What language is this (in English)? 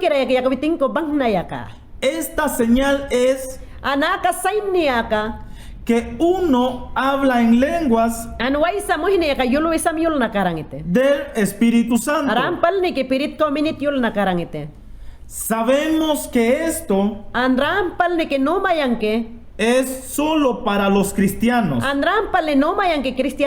Mayangna